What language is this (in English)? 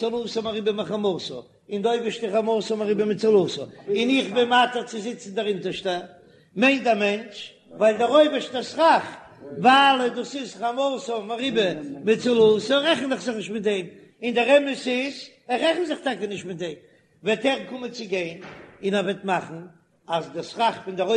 Yiddish